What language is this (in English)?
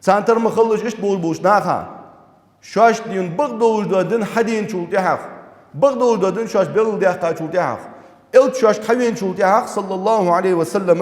Ingush